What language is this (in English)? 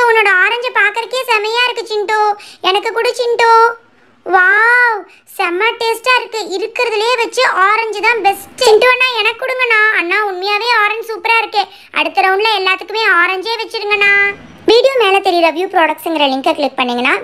Tamil